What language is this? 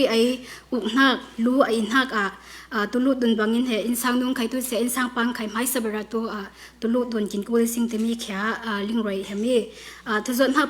Falam Chin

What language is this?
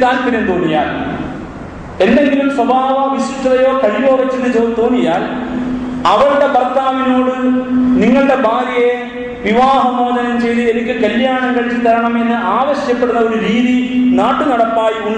Malayalam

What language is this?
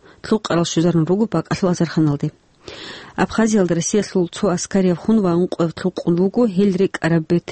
Avaric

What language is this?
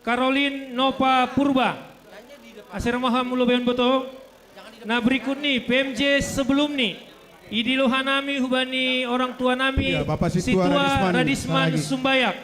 Batak Simalungun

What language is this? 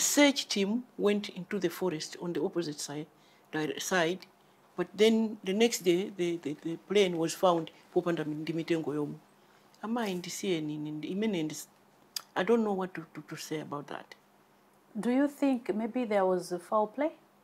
Nyanja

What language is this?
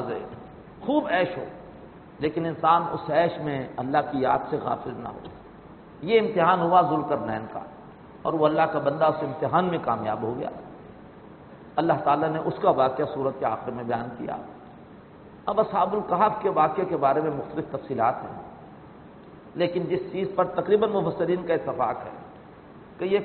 Urdu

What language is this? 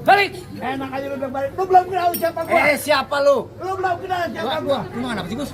Betawi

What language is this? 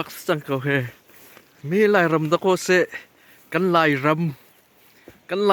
Hakha Chin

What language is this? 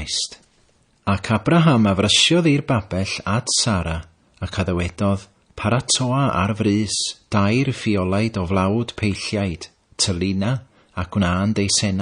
Welsh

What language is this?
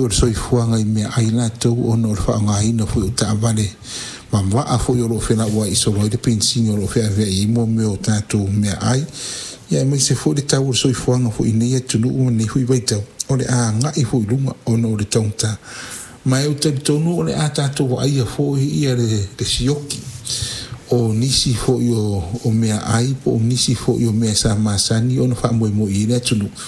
Samoan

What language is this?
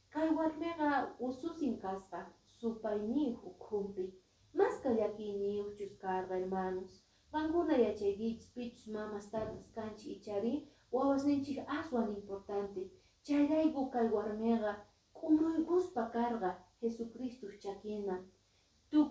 Quechua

